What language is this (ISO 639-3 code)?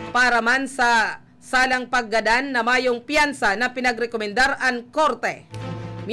bik